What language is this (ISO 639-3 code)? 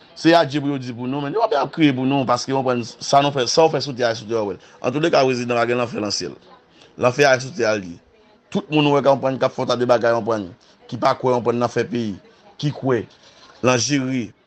hat